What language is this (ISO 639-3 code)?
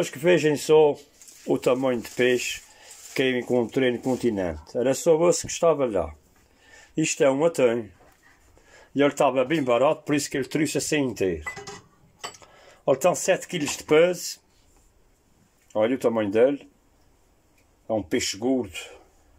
por